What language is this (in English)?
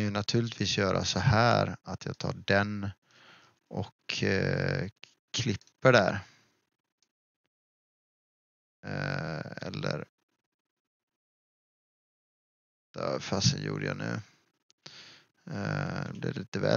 Swedish